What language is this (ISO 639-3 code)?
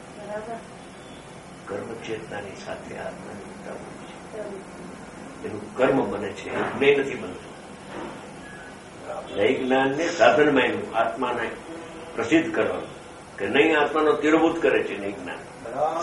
guj